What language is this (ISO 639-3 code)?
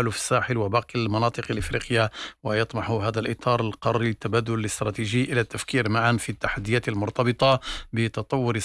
ara